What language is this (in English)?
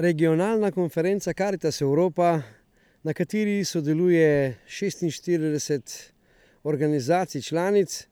Slovenian